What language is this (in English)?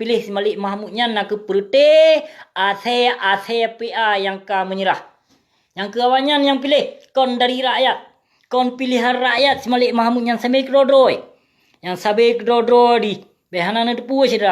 Achinese